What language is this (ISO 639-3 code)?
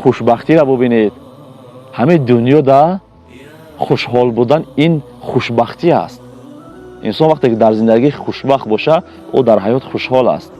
tgk